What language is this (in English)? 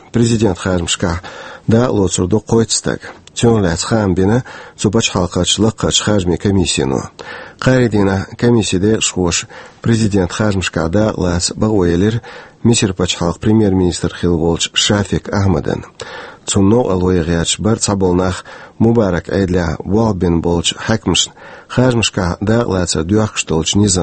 Chechen